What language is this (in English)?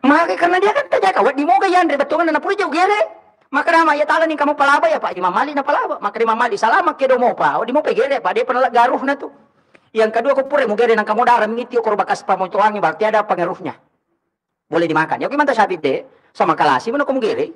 Buginese